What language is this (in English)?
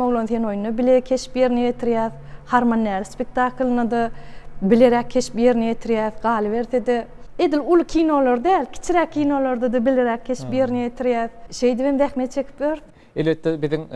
Turkmen